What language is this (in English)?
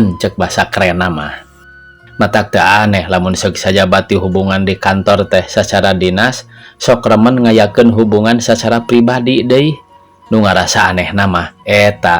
Sundanese